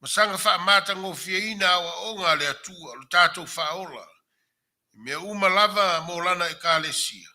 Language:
Samoan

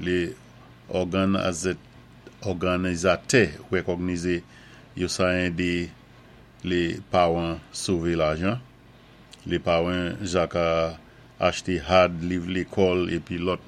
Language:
Saint Lucian Creole French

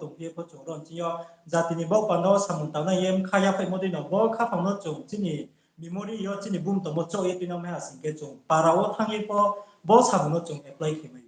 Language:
Riang (India)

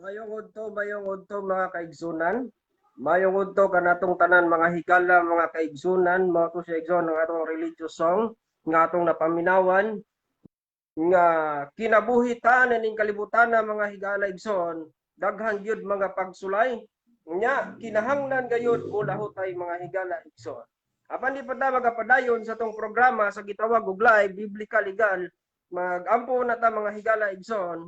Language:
Cebuano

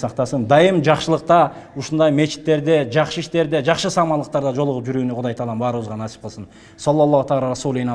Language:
Kyrgyz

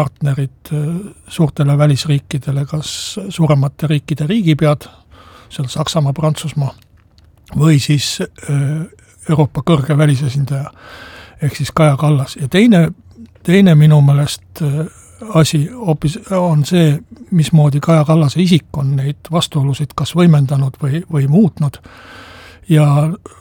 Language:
Estonian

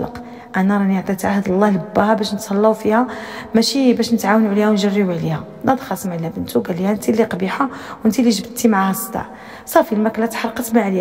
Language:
Moroccan Arabic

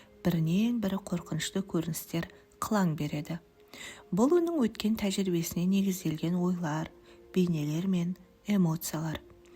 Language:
Kazakh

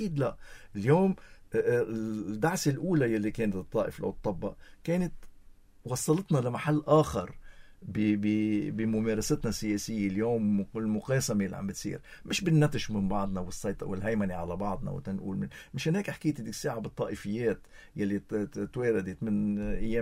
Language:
North Levantine Arabic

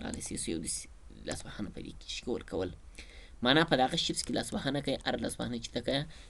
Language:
Pashto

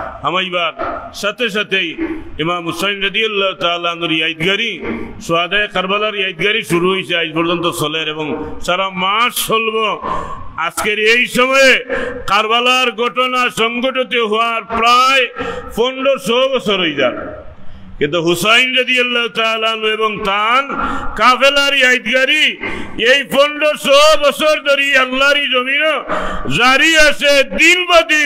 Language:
Sylheti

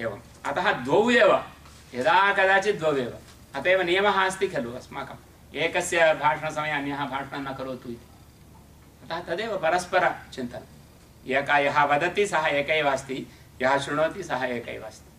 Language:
Sanskrit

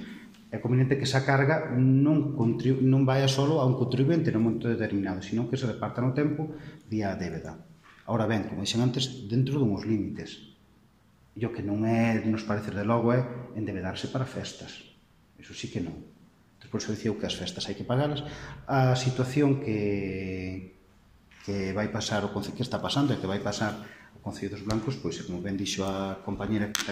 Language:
Galician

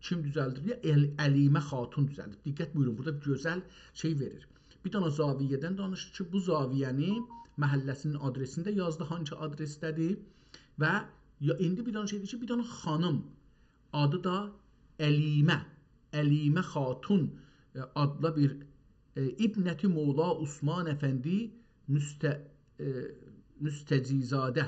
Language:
South Azerbaijani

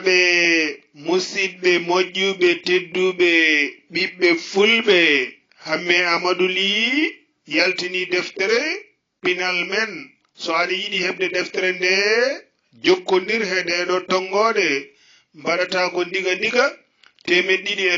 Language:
Fula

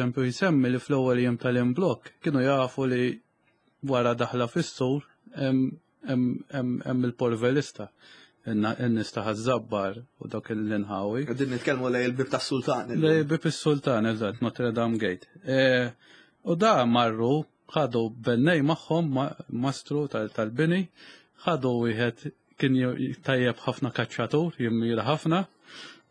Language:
Maltese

